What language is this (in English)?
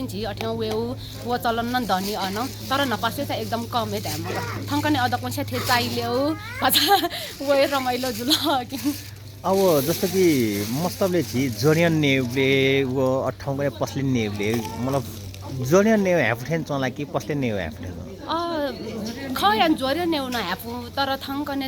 Nepali